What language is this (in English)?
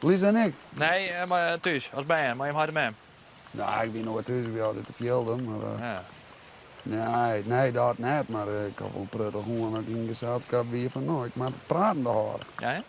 Western Frisian